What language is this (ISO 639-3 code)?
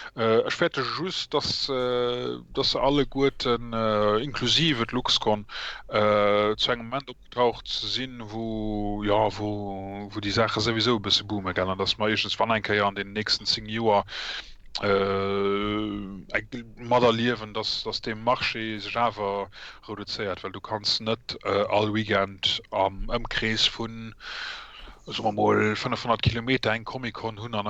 ltz